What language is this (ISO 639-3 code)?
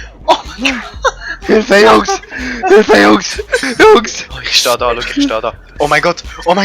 gsw